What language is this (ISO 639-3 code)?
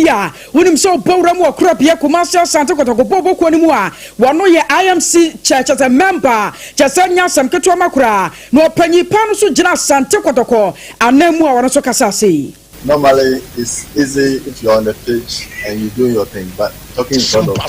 aka